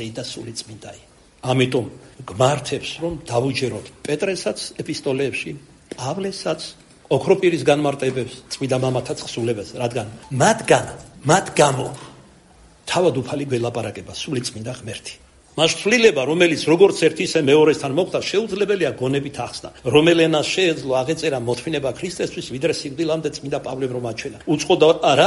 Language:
Georgian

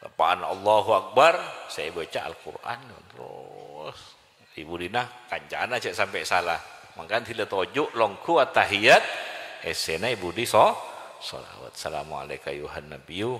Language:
Madurese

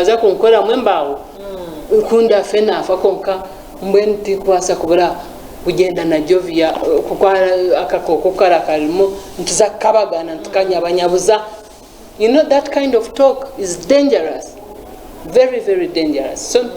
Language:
Nyankole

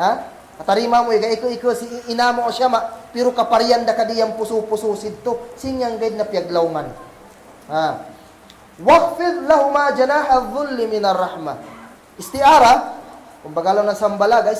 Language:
Kagan Kalagan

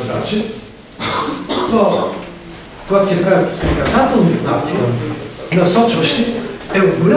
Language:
Bulgarian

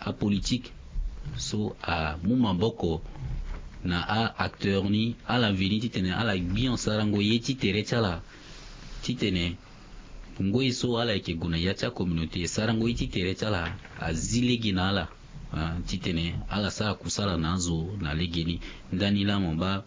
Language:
Sango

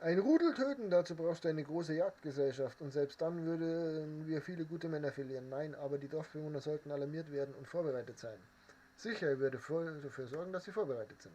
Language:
Bavarian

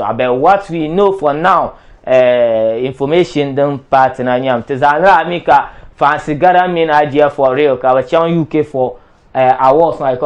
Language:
Dagbani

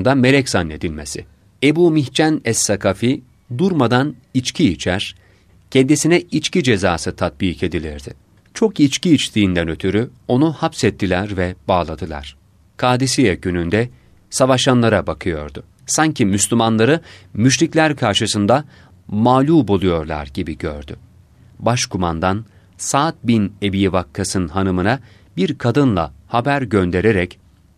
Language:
Turkish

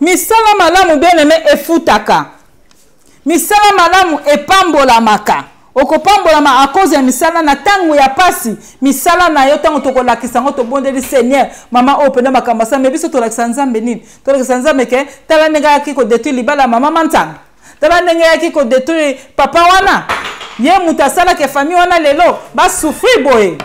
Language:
Lingala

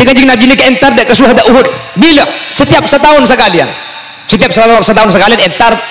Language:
Madurese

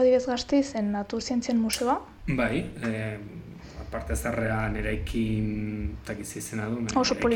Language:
Basque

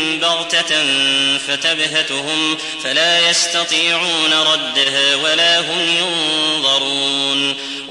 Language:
Arabic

